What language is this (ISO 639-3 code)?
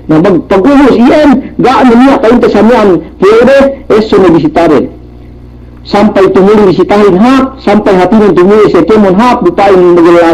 yka